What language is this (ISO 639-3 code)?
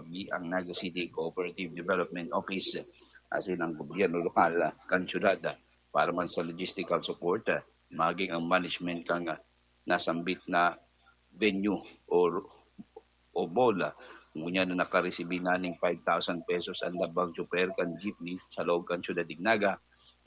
bik